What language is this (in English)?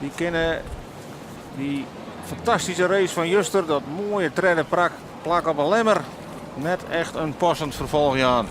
Western Frisian